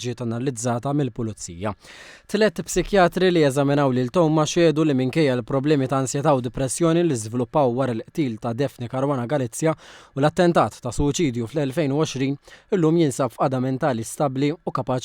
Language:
Maltese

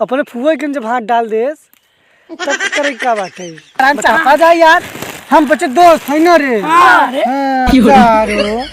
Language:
Awadhi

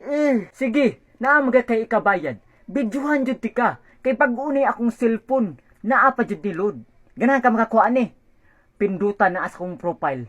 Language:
Cebuano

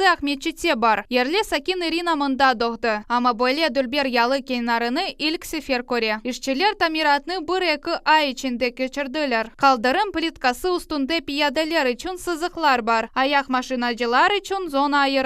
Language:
Crimean Tatar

